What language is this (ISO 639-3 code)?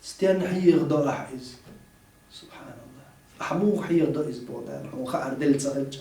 che